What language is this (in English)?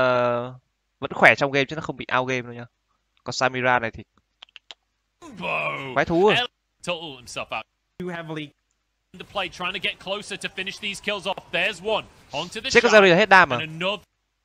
Vietnamese